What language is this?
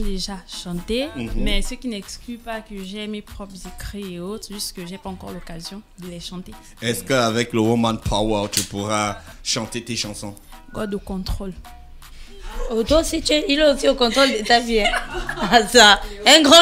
French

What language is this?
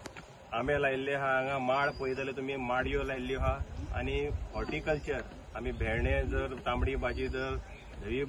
Konkani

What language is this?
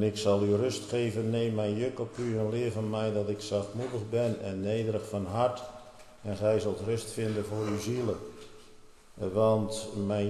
Dutch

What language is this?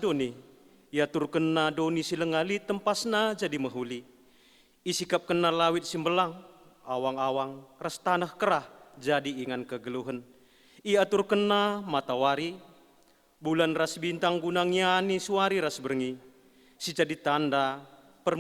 Batak Karo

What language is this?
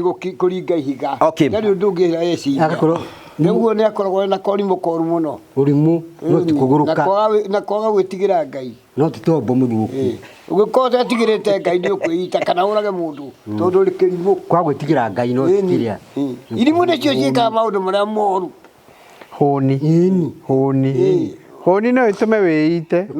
Kikuyu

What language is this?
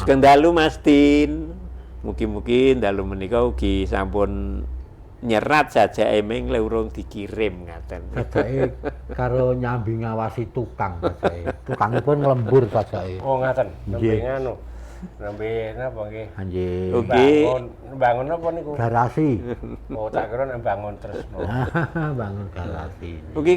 Javanese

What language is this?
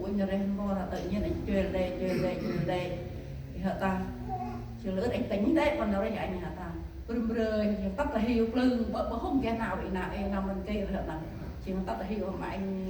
Central Mnong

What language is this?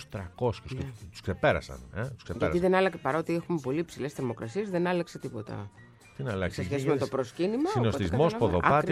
Greek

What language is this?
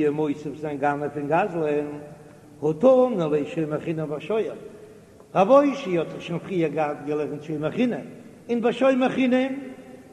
Yiddish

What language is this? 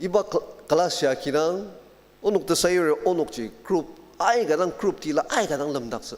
Ao Naga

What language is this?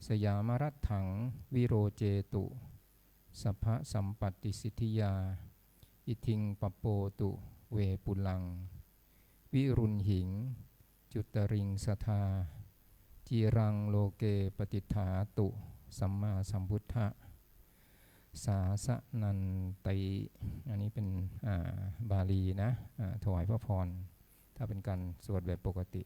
Pali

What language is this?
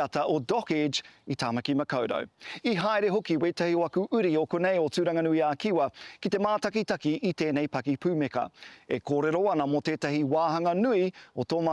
Māori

